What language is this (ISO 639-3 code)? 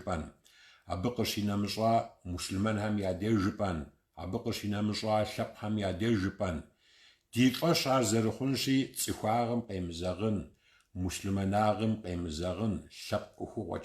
kbd